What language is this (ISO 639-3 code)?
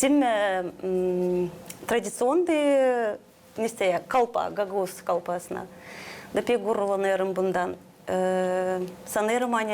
gag